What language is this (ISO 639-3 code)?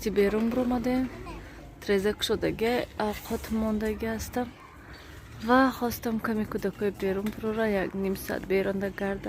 tgk